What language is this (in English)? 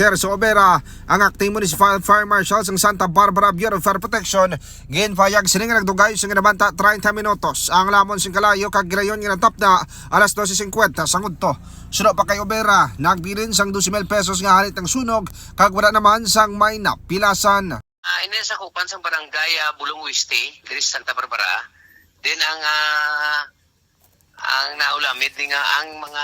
Hiligaynon